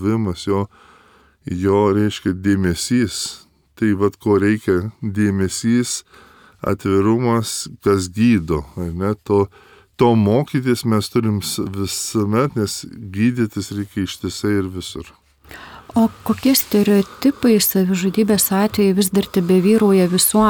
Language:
Lithuanian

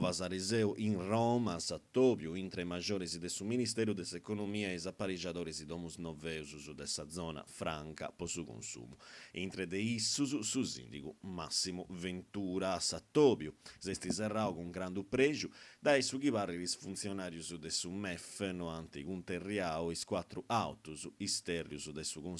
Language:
Sardinian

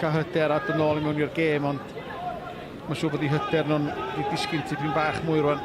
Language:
Welsh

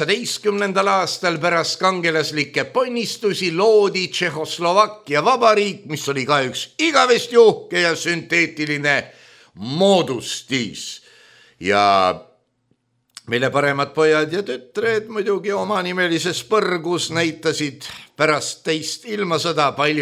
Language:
Estonian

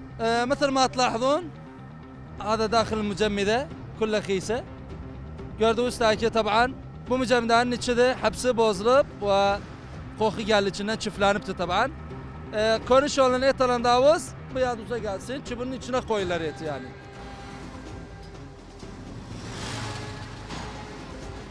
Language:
Turkish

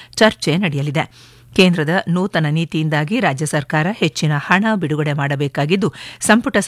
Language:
Kannada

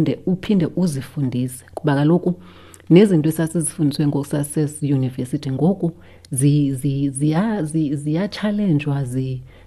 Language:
Xhosa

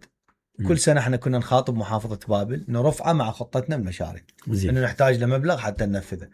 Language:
Mesopotamian Arabic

